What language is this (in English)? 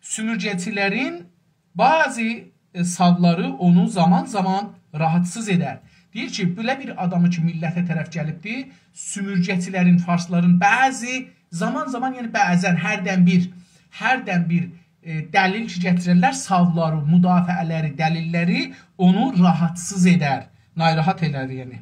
South Azerbaijani